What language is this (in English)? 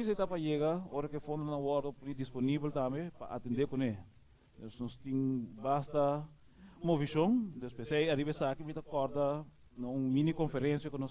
Papiamento